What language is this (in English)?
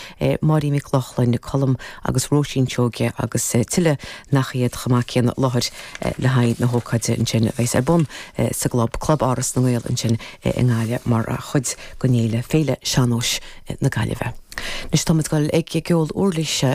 Irish